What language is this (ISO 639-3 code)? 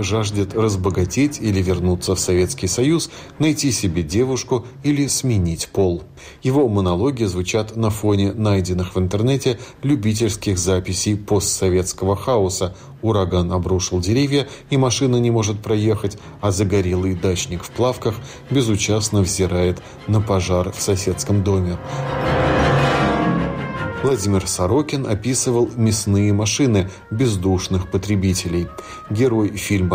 rus